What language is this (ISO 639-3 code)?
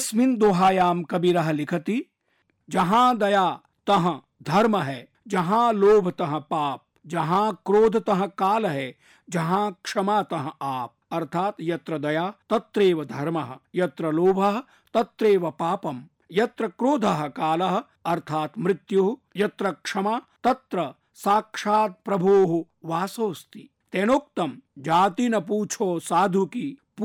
san